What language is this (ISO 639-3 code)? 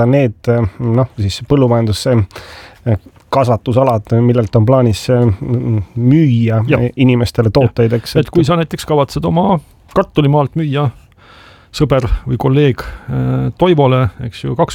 est